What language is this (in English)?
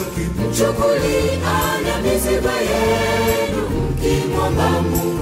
Swahili